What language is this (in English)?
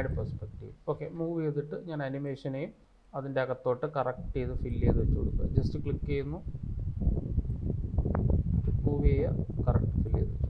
Malayalam